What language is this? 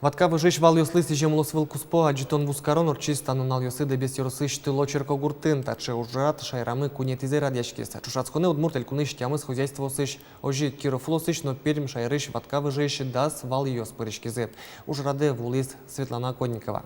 Udmurt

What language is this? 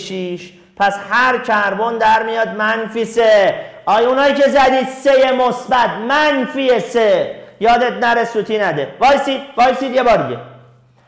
Persian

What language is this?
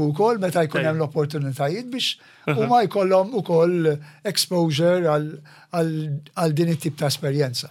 Maltese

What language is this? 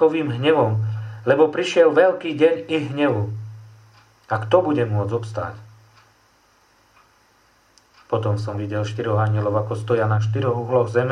Slovak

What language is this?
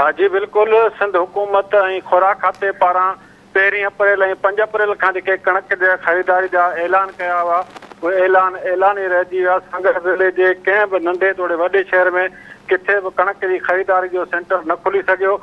Sindhi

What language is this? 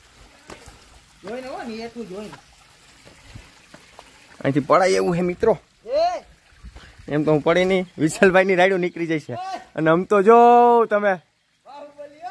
Gujarati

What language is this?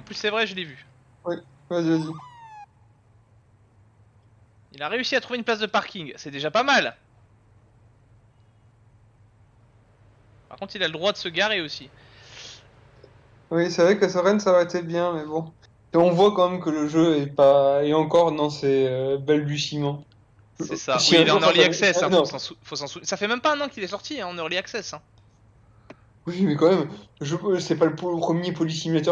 French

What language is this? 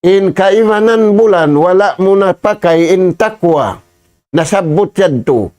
Tausug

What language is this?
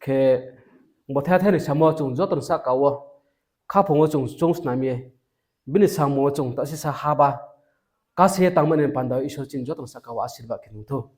Riang (India)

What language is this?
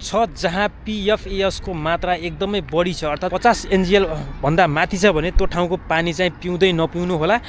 Nepali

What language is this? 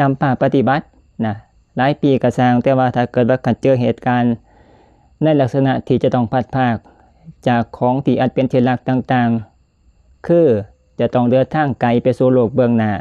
Lao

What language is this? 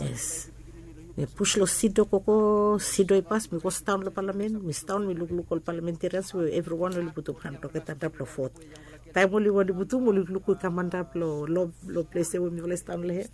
Bislama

